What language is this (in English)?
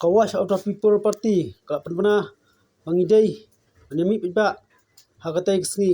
Khasi